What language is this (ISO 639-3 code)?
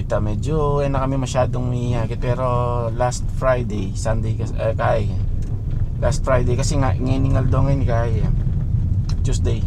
pam